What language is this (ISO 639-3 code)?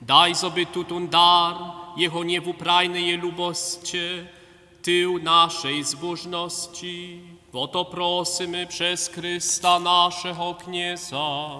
hsb